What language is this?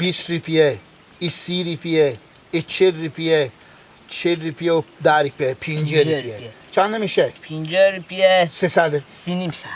Persian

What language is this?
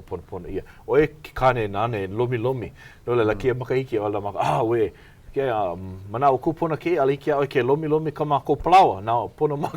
Hawaiian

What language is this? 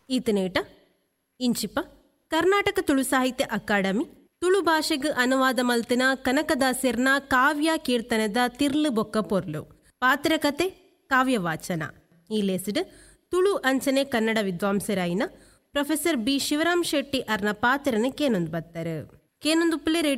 Tulu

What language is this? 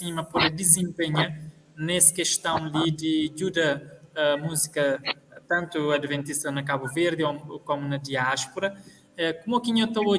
Kabuverdianu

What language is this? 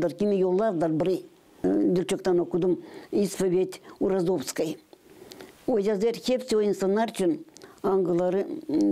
Gagauz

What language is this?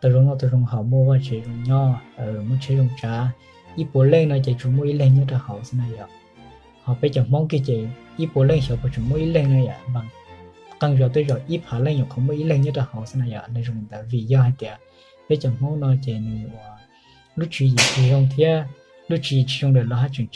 Hmong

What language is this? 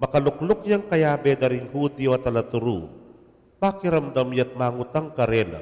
Pampanga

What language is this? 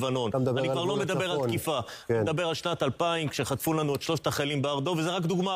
Hebrew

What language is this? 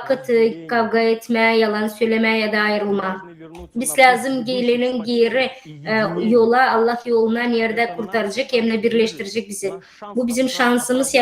Gagauz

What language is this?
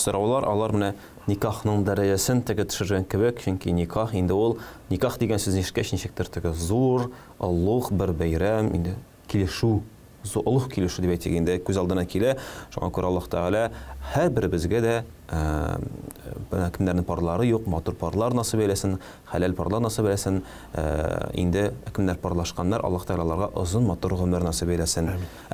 Tatar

